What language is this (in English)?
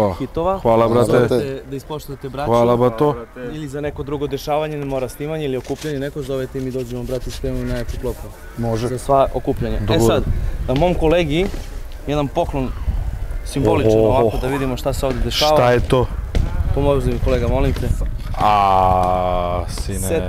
Serbian